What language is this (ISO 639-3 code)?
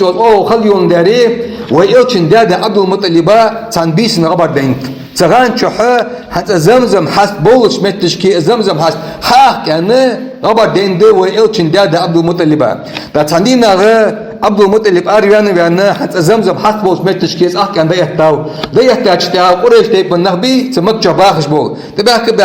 inh